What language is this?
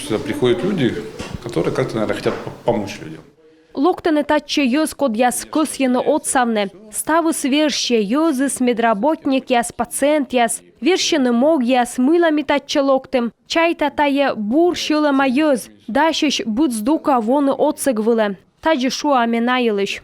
Komi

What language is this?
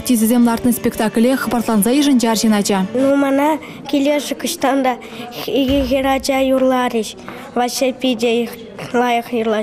Chuvash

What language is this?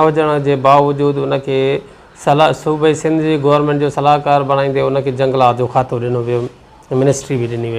Sindhi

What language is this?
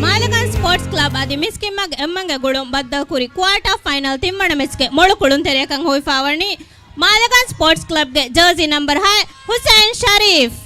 Divehi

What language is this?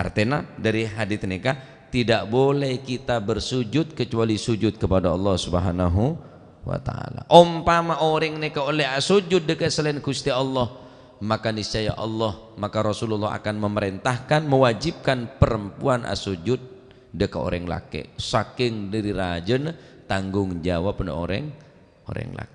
Madurese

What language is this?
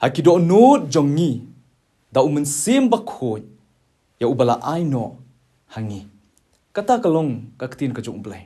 Khasi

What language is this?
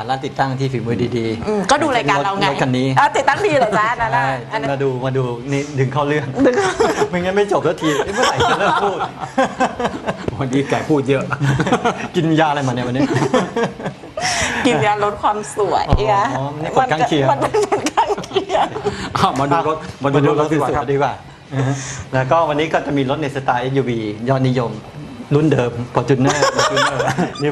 Thai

